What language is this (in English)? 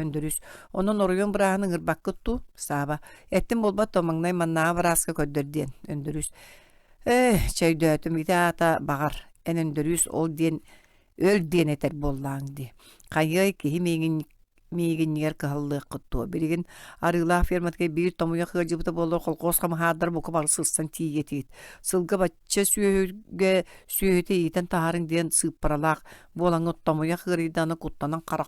Yakut